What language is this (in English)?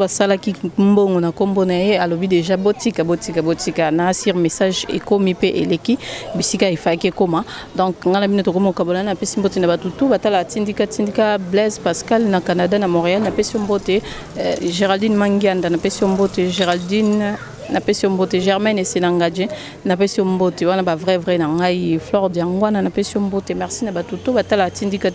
Lingala